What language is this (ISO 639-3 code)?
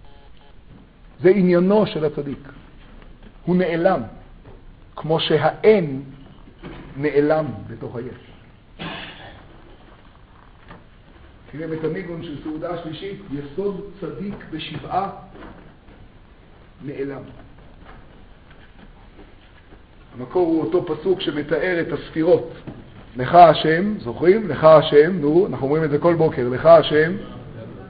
heb